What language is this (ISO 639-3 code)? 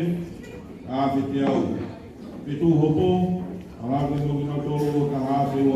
ton